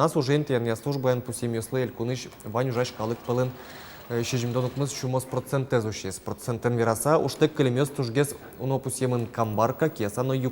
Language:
Udmurt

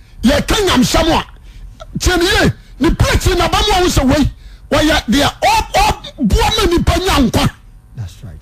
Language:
Akan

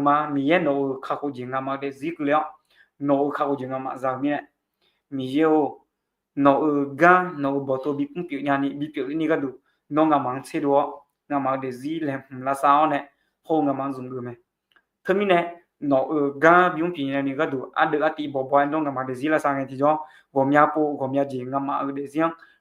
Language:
Akha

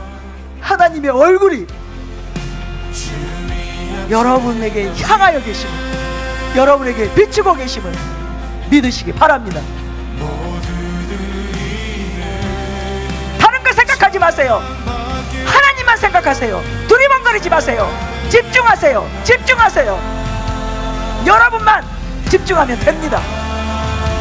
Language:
Korean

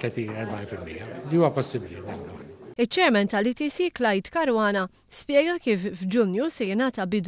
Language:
Maltese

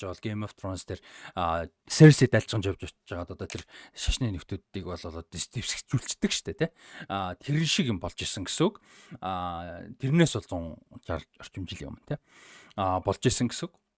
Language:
Mongolian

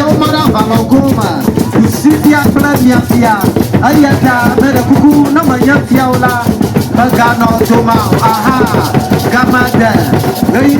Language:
Ewe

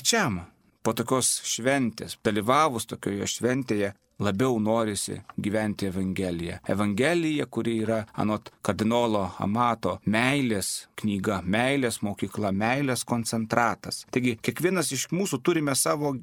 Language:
Lithuanian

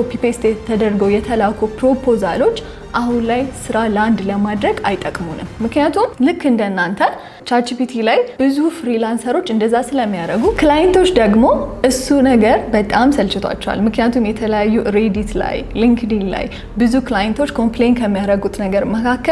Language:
Amharic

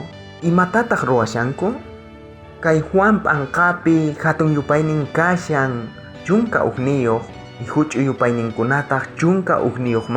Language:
South Bolivian Quechua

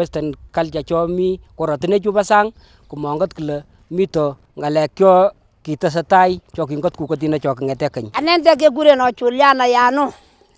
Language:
Kalenjin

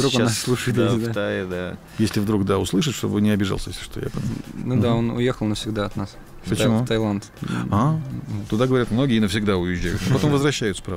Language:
Russian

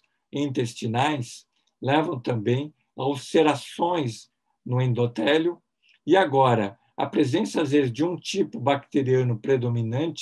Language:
Portuguese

